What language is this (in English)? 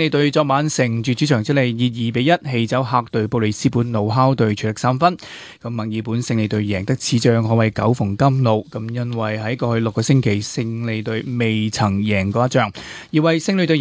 Cantonese